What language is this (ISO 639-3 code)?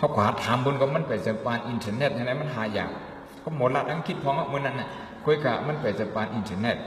shn